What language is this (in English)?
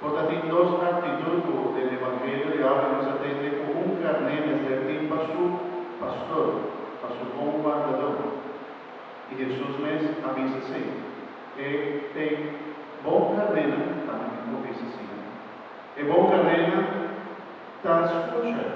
Papiamento